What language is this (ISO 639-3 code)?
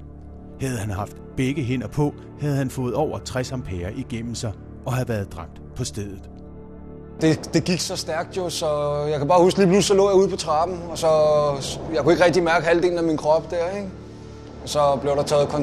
dan